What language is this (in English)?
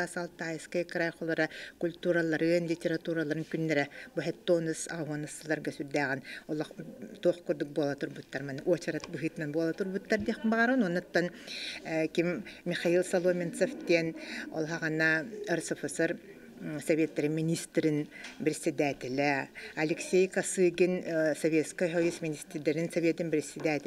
Yakut